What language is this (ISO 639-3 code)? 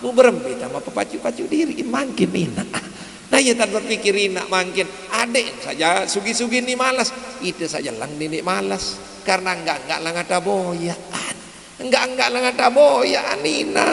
sas